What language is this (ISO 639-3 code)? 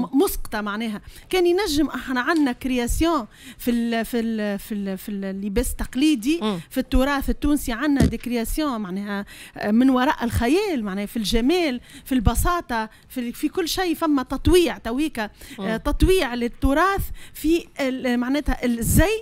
aeb